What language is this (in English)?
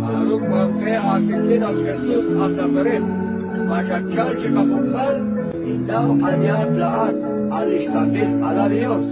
Kekchí